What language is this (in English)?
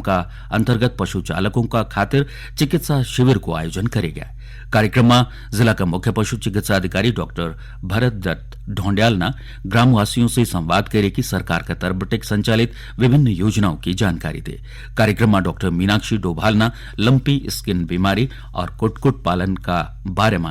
Garhwali